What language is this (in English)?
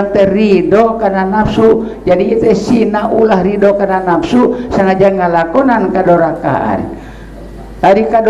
Sundanese